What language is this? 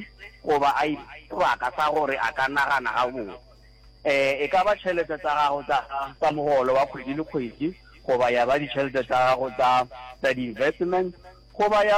Northern Sotho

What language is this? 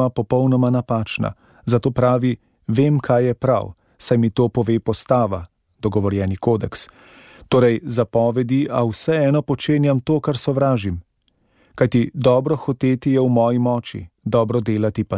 Slovenian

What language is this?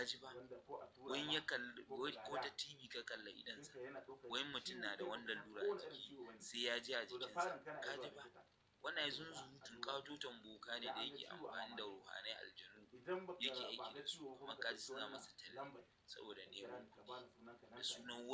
Hausa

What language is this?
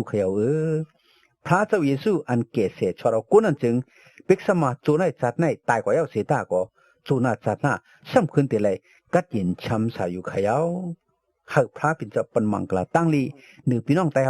Shan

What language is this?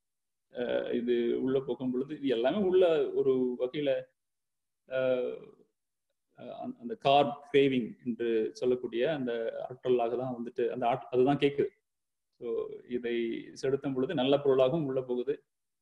Tamil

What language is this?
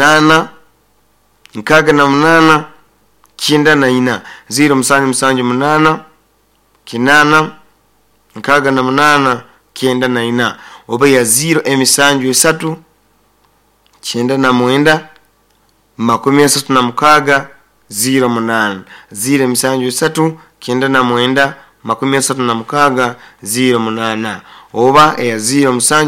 Nyoro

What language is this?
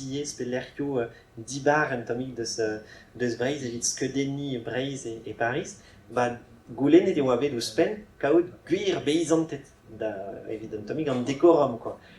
Breton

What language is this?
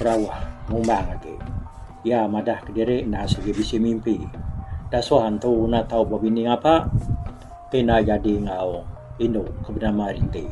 Iban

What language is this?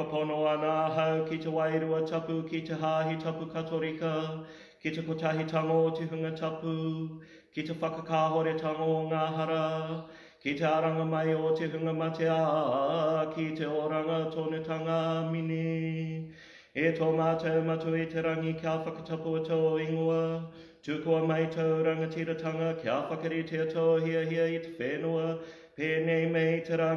Māori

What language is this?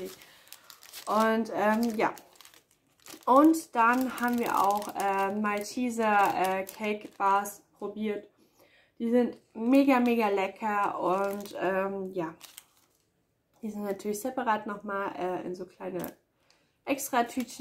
German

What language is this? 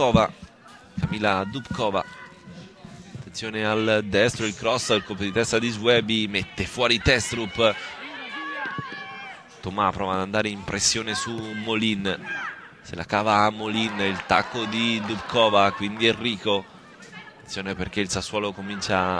Italian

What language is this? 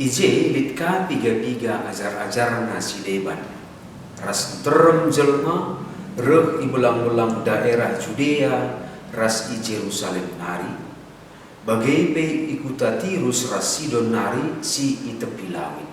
Batak Karo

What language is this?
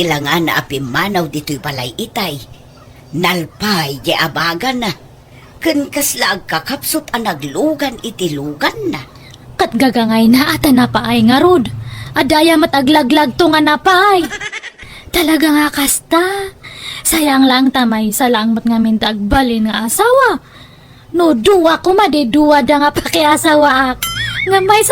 Iloko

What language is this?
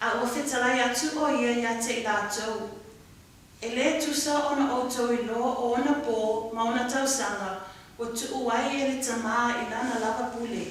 Samoan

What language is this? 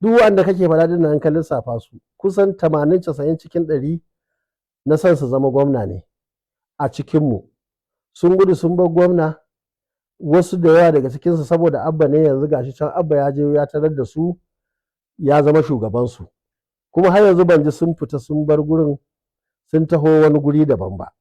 Hausa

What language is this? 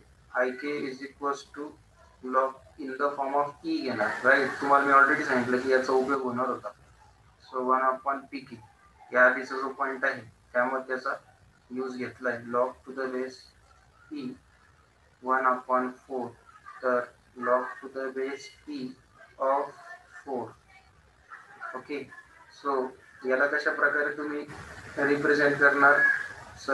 Marathi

